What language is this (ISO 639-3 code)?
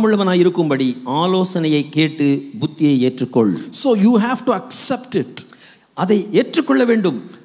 tam